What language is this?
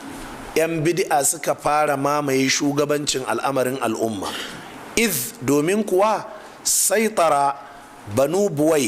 Hausa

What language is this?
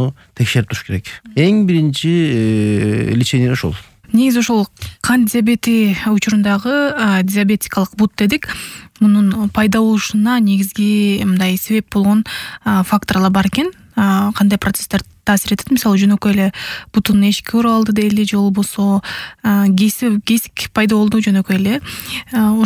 Kyrgyz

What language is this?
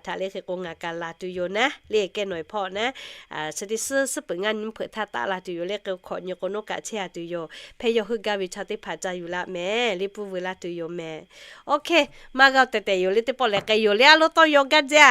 Lahu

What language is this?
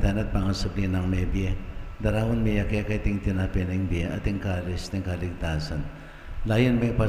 Pampanga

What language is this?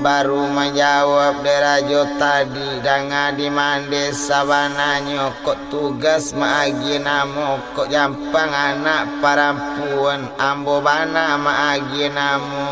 Minangkabau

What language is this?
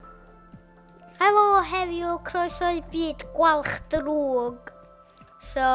Welsh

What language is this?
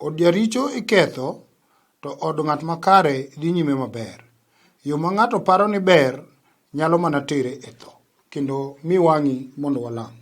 Luo (Kenya and Tanzania)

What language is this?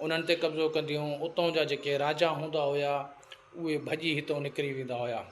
Sindhi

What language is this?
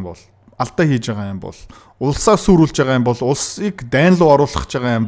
Mongolian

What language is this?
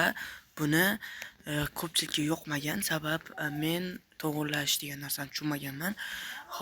Uzbek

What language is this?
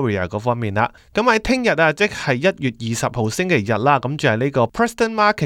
Cantonese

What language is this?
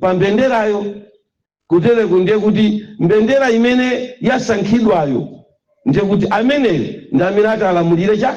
Nyanja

